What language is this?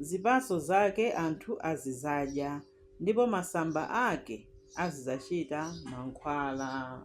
Nyanja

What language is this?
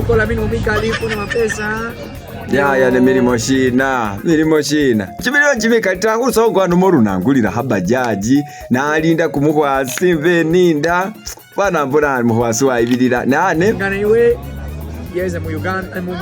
Masaaba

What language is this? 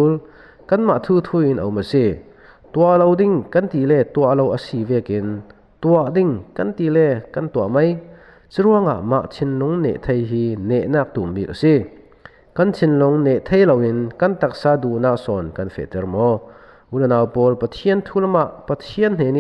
Falam Chin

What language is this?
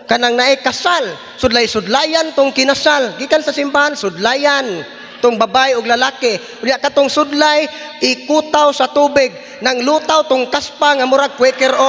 Cebuano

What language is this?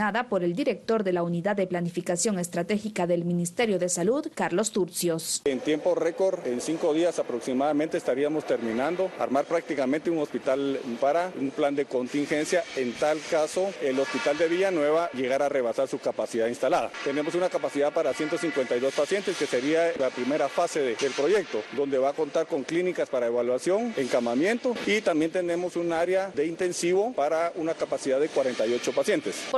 Spanish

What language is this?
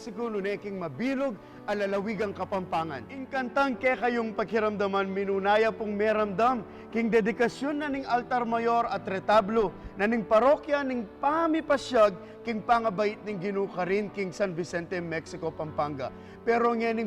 Pampanga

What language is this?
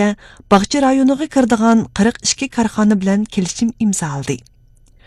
Uyghur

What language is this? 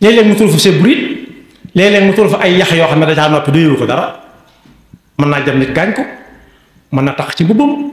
Wolof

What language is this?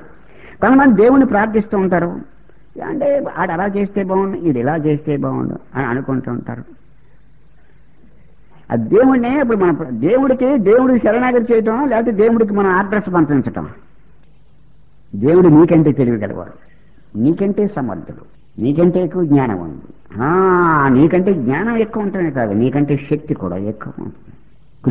Telugu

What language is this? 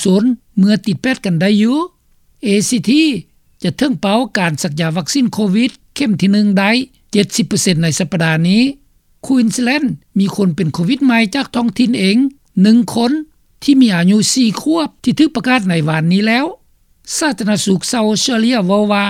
Lao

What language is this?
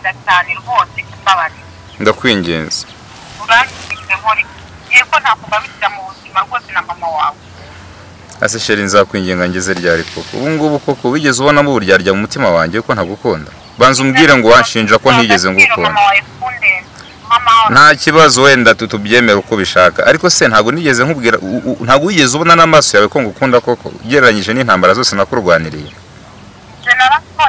Kinyarwanda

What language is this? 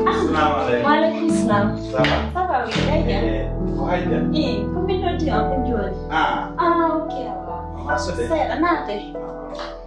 Pular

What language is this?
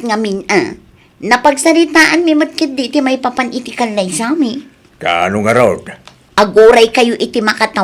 Iloko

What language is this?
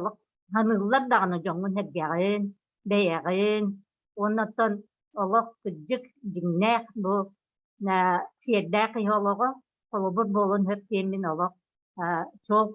Yakut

